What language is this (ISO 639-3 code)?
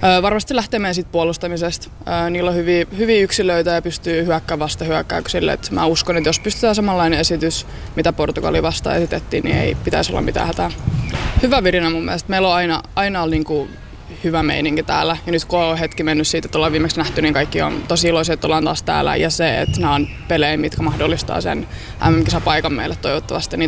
fin